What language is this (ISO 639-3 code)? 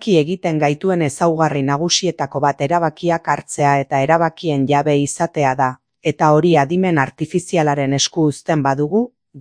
eus